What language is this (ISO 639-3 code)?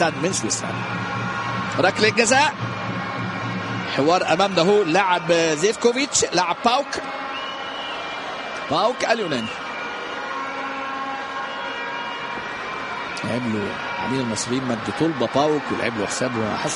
ara